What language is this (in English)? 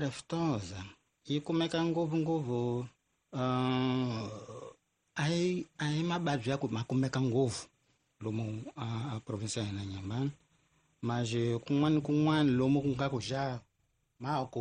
Tsonga